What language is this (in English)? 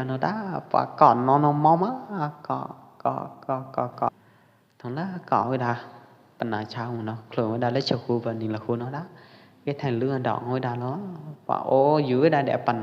Pwo Eastern Karen